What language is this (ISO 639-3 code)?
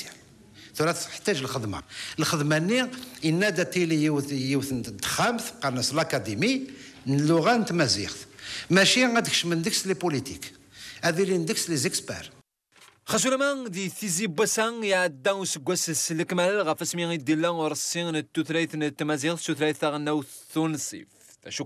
kab